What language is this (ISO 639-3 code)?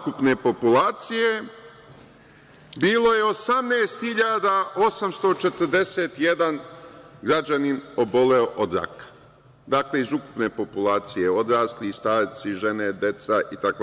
srp